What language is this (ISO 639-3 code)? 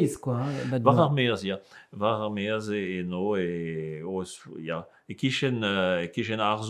bre